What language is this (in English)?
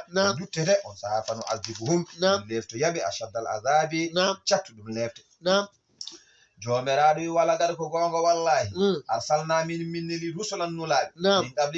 Fula